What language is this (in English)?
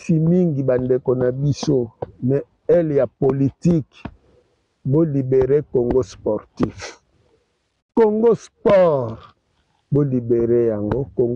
Lingala